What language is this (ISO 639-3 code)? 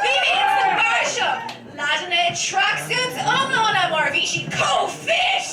gle